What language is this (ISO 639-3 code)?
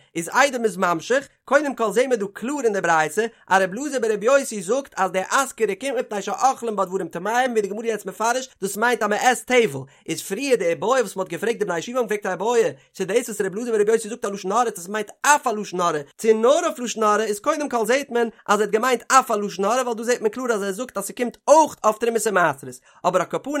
yid